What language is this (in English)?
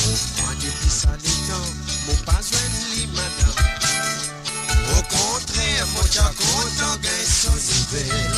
Morisyen